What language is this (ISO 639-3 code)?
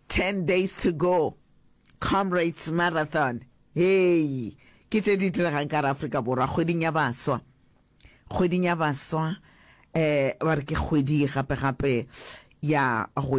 nso